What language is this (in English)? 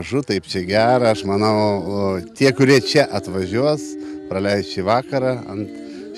Lithuanian